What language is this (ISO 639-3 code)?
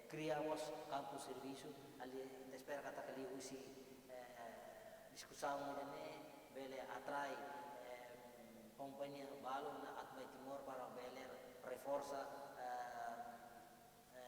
tet